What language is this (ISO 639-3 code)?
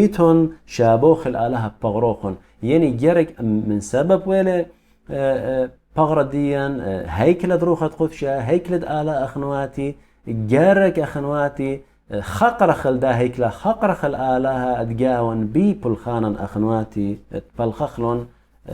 aii